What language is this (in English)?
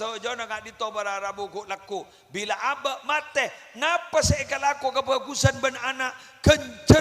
Madurese